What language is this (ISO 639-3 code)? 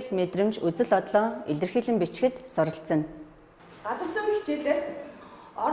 mon